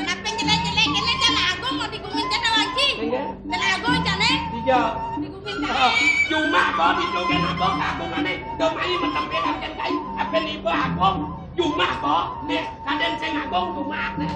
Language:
Balinese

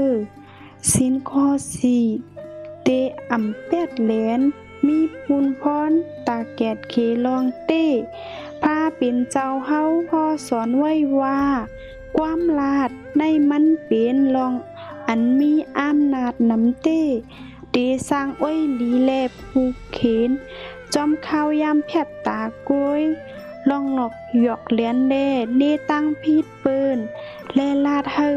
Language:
Shan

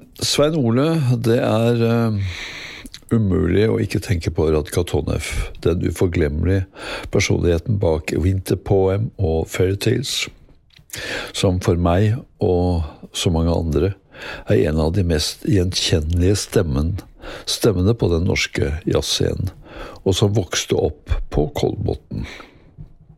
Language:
Norwegian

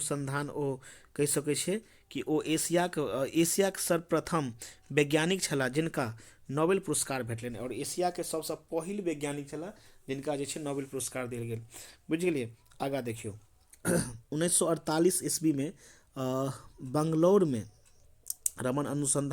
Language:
Maithili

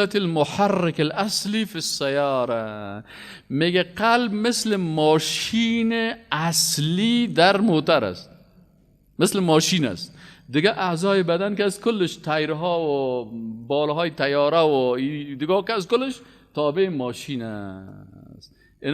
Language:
Persian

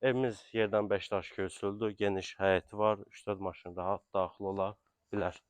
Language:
Azerbaijani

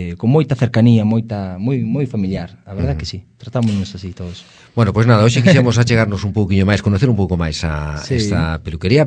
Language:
Galician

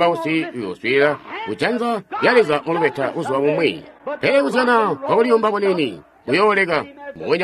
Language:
Tonga (Zambia)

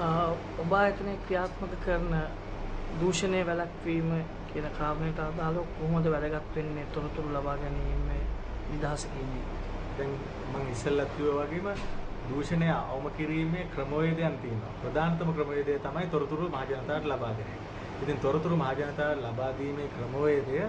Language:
Sinhala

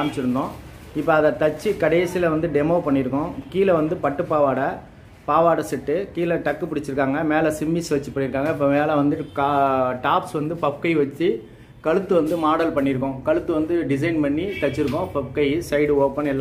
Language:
Tamil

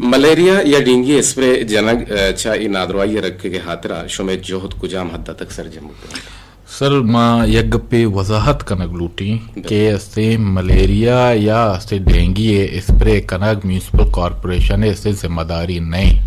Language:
Eastern Balochi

